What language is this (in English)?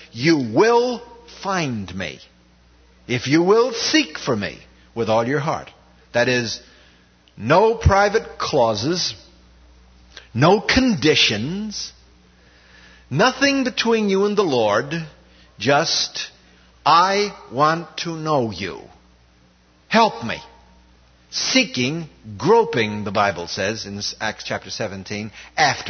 English